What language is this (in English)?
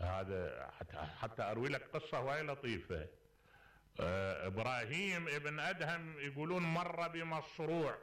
Mesopotamian Arabic